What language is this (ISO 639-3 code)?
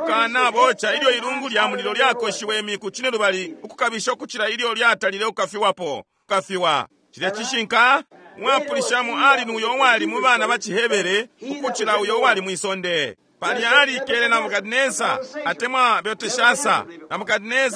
bem